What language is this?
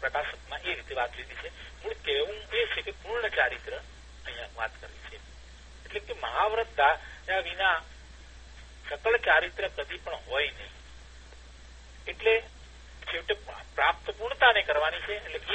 Gujarati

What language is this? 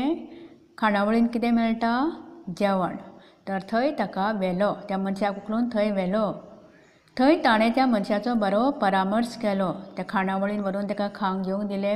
Konkani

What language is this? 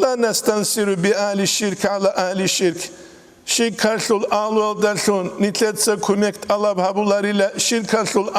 Avaric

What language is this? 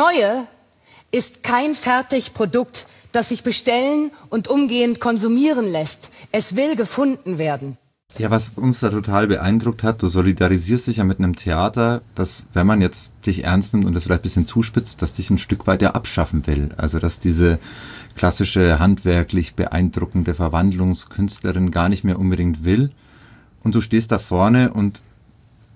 German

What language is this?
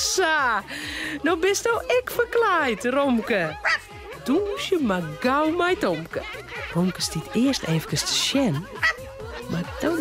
Western Frisian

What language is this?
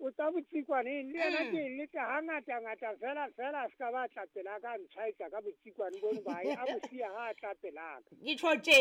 Southern Sotho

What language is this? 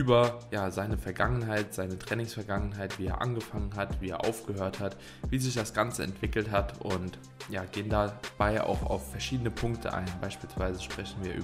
German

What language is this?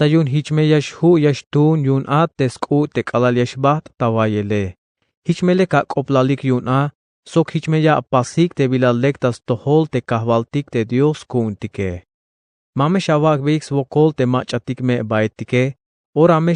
Tzeltal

